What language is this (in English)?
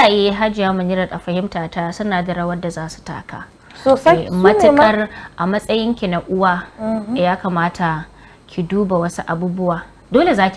Hausa